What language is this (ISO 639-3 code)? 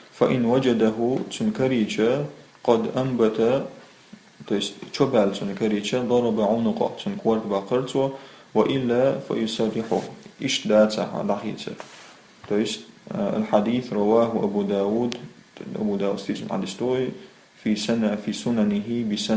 che